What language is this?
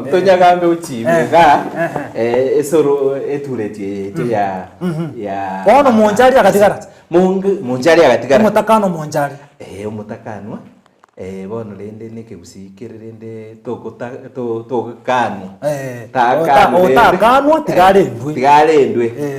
Gusii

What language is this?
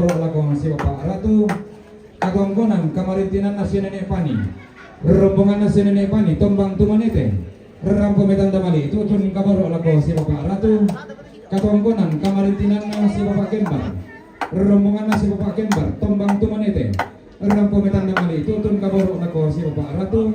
Toraja-Sa'dan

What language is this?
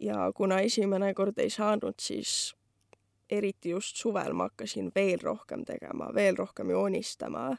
Estonian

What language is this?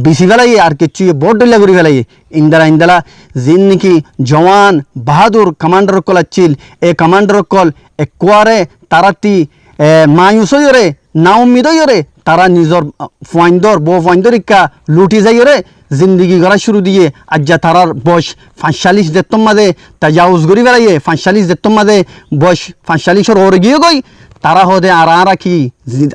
Rohingya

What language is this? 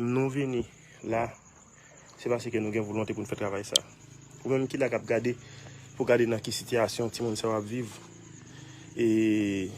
Haitian Creole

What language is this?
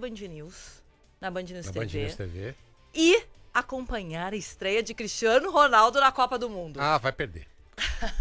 Portuguese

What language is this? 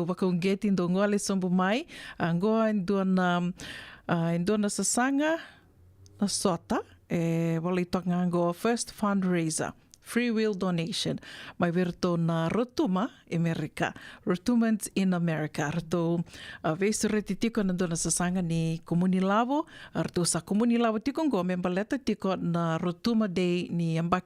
Fijian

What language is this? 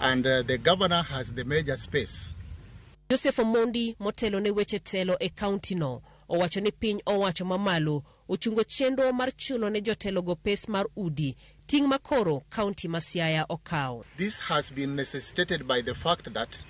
Luo (Kenya and Tanzania)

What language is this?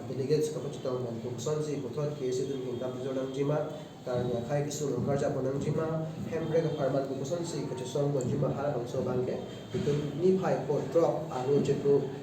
Karbi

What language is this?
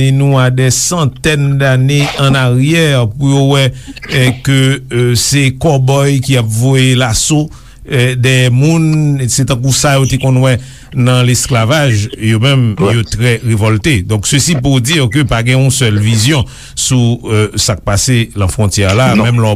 Haitian Creole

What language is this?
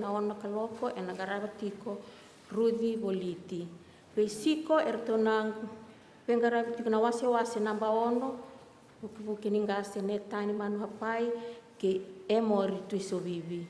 Fijian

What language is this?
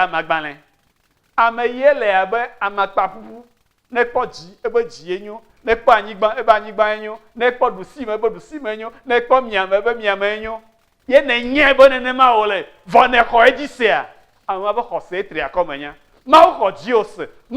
Ewe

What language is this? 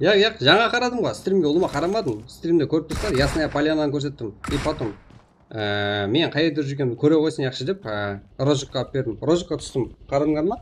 Kara-Kalpak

